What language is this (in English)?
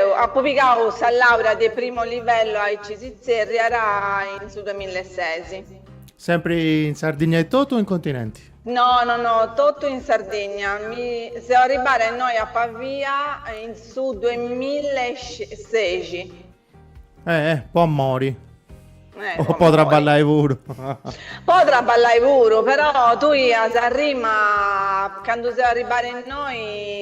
Sardinian